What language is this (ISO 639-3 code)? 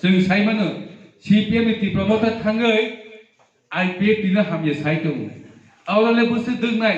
ria